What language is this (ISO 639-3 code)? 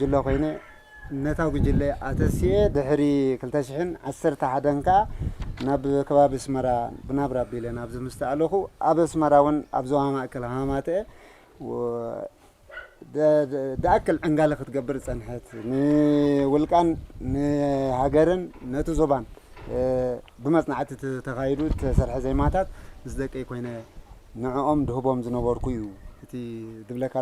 tir